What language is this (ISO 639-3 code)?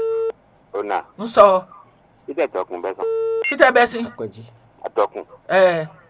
fon